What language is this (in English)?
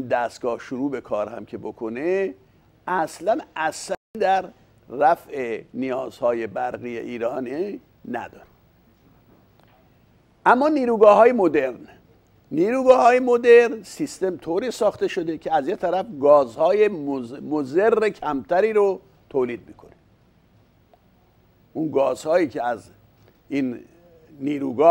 Persian